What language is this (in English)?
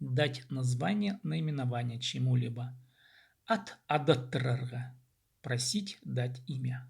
Khakas